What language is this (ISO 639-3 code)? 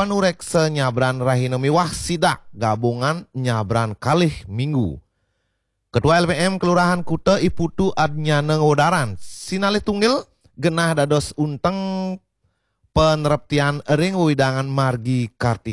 ban